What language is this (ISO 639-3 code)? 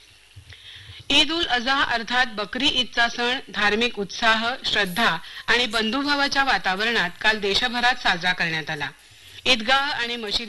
mar